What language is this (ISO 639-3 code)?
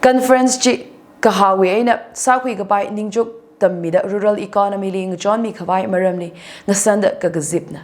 nmf